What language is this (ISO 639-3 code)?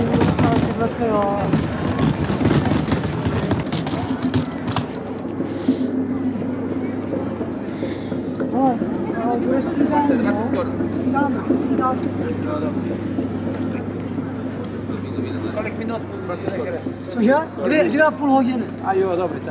ces